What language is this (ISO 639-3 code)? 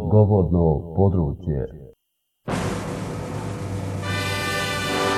bos